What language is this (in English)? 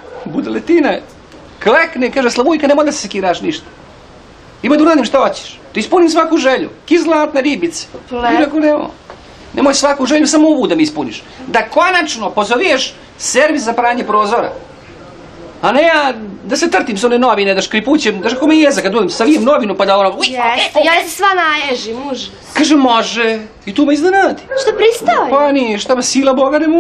Serbian